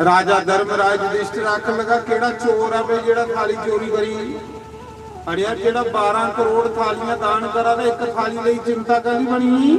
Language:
Dogri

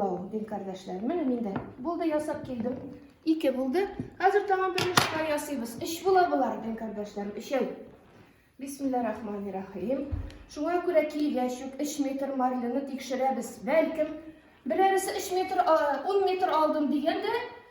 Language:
Tatar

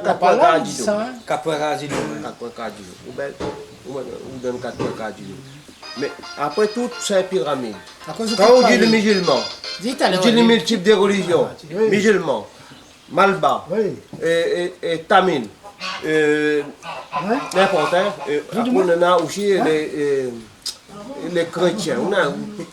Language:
Réunion Creole French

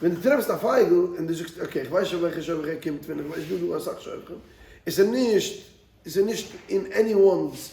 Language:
Yiddish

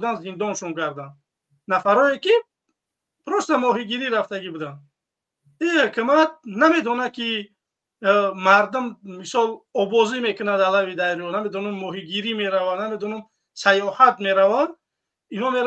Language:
Tajik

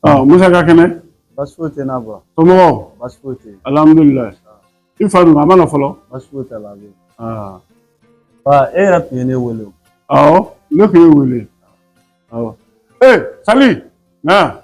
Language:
Bambara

